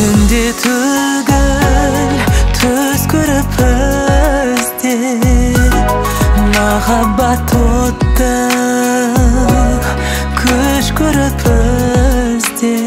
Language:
Kazakh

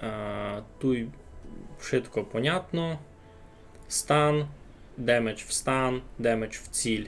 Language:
Rusyn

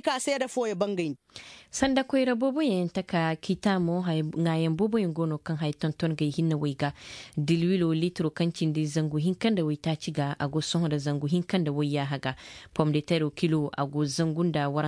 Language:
Koyraboro Senni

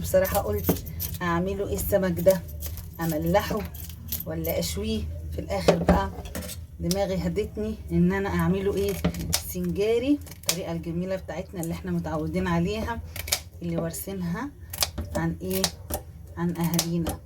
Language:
Egyptian Arabic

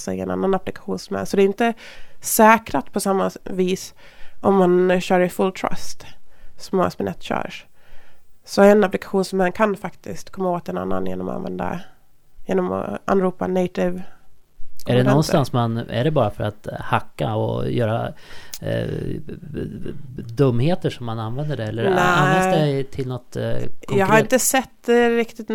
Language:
Swedish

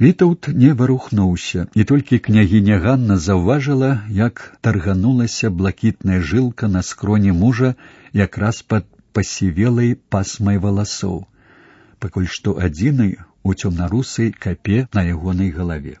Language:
Belarusian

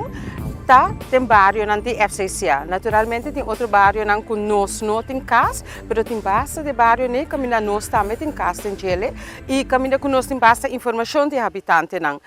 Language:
Papiamento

